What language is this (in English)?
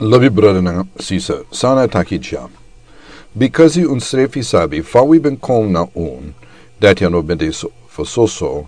Sranan Tongo